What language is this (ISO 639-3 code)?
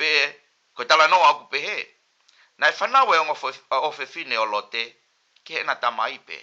ton